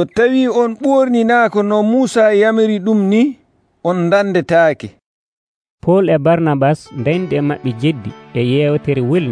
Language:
Nigerian Fulfulde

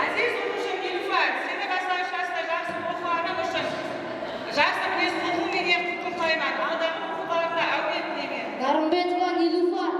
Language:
Kara-Kalpak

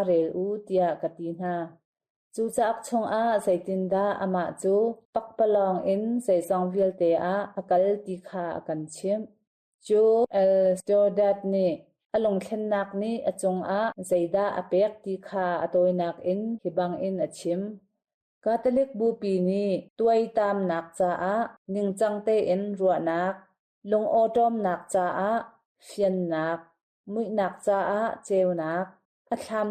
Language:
Hakha Chin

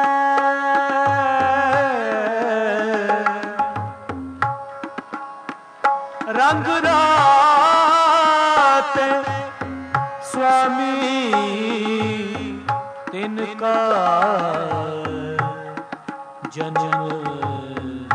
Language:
Punjabi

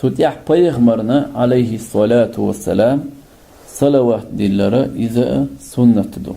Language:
Chechen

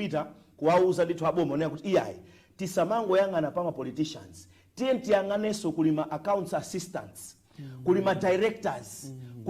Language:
Nyanja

